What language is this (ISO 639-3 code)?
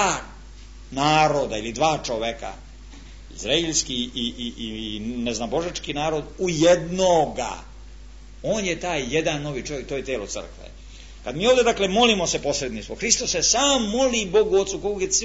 srp